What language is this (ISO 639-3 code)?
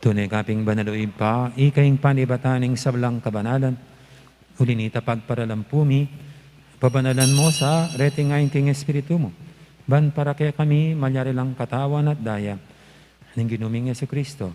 pam